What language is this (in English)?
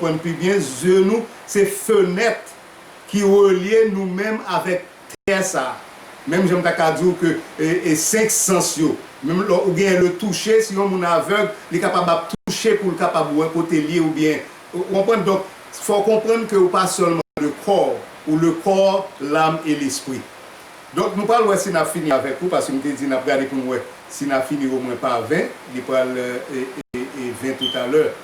Haitian Creole